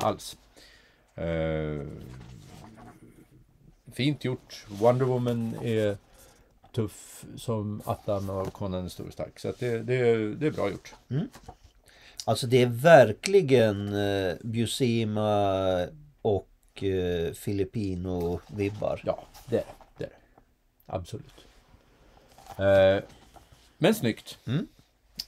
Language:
Swedish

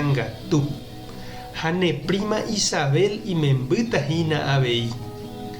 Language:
Guarani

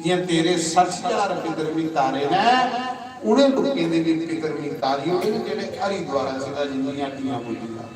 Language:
Dogri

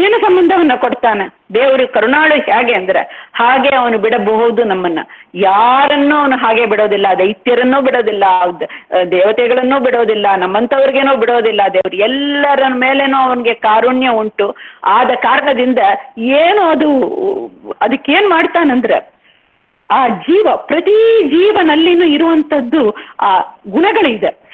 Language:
Kannada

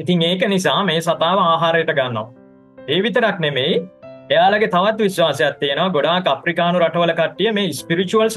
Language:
Sinhala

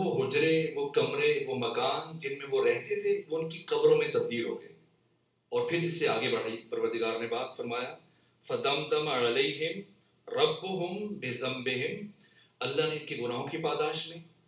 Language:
Urdu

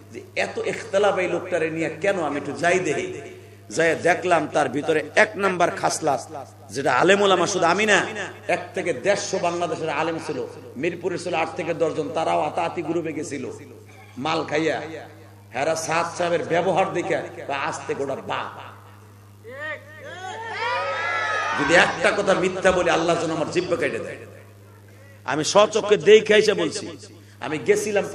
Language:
Bangla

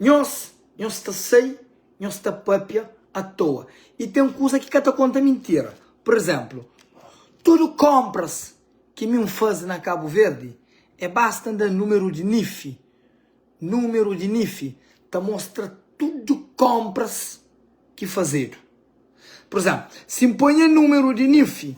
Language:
Kabuverdianu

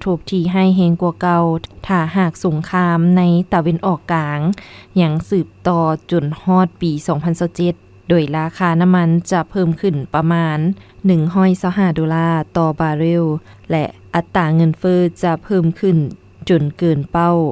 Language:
Lao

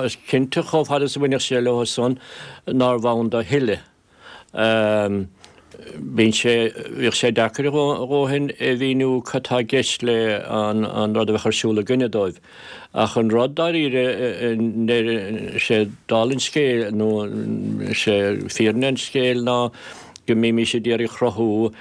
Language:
Irish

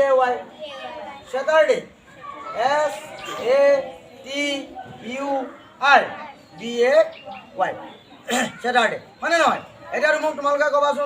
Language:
Assamese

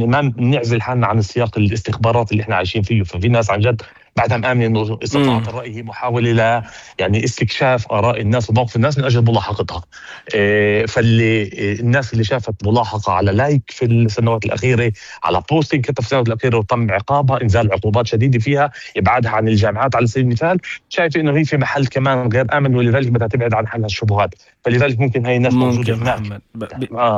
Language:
North Levantine Arabic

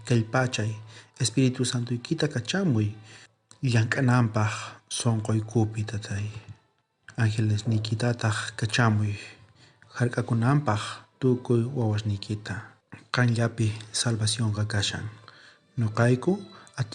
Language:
South Bolivian Quechua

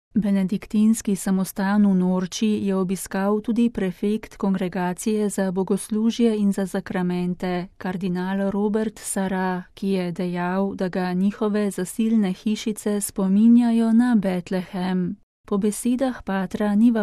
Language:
Slovenian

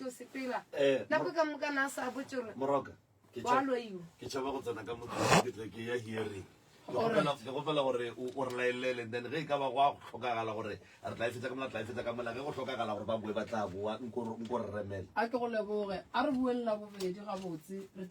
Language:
Northern Sotho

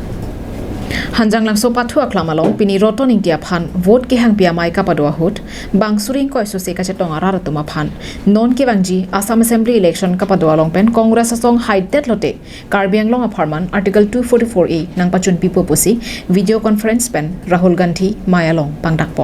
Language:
Karbi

